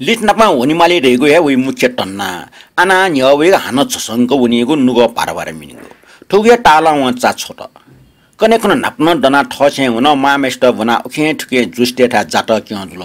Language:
Newari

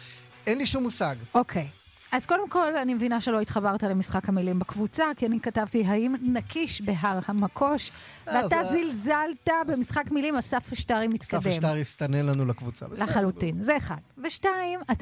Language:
Hebrew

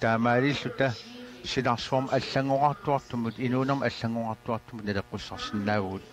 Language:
Kalaallisut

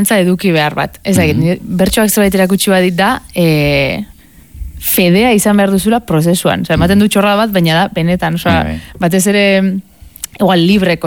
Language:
Basque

